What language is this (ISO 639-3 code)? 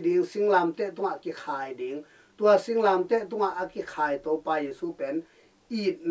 ctd